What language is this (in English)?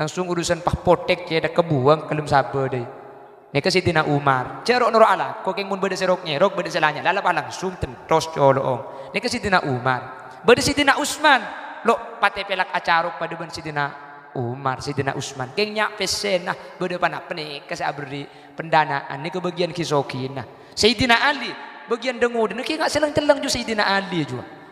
Madurese